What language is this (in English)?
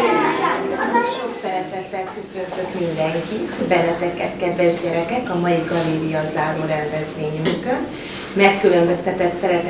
Hungarian